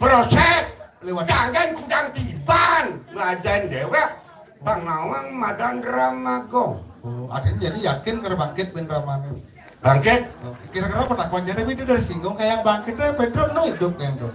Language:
Balinese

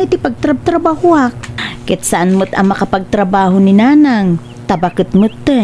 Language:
Iloko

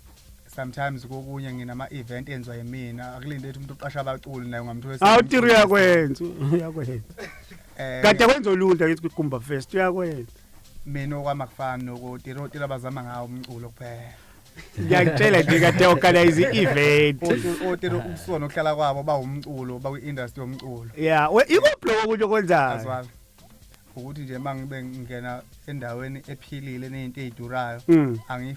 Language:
Zulu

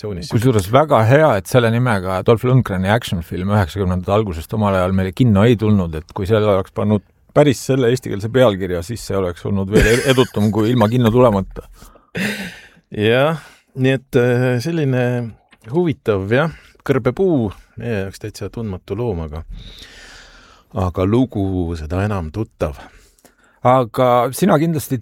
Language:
Estonian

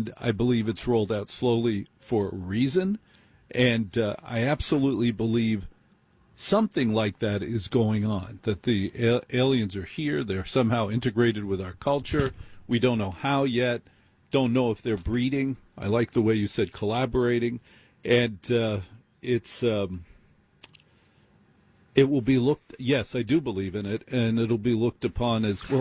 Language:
English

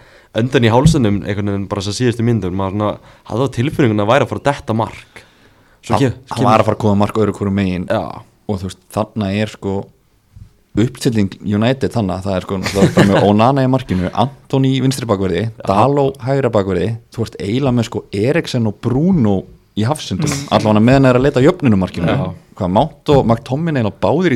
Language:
Icelandic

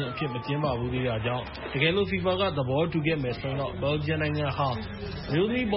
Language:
Burmese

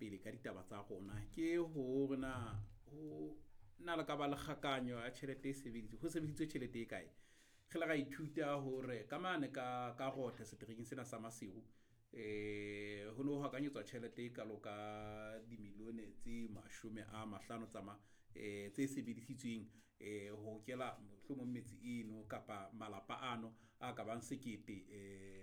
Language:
Southern Sotho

